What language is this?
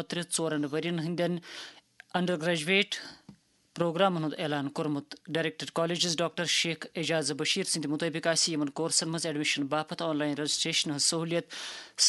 Kashmiri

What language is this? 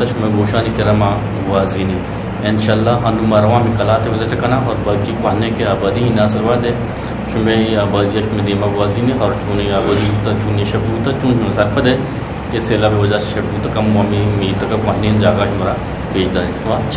Eastern Balochi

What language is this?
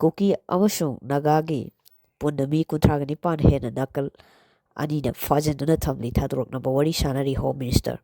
Manipuri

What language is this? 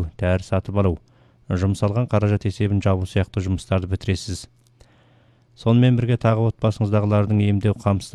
Kazakh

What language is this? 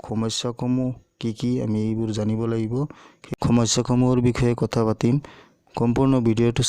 Assamese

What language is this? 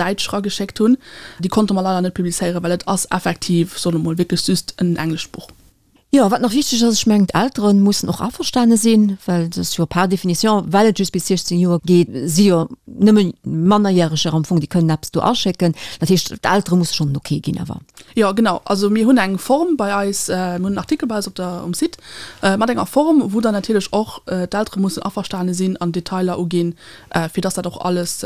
Luxembourgish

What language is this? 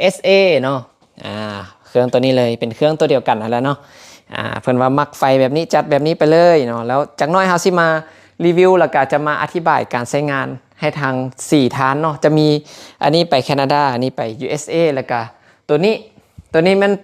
Lao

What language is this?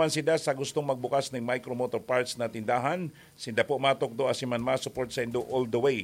Bikol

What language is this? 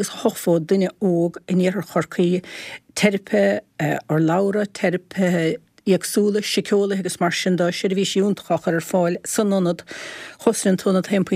Irish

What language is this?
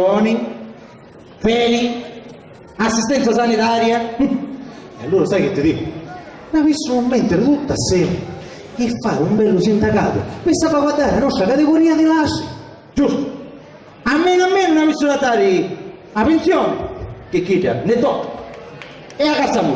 Sicilian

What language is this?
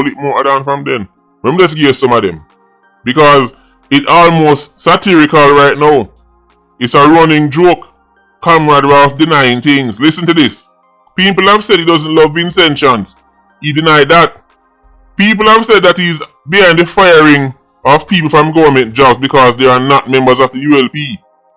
Jamaican Creole English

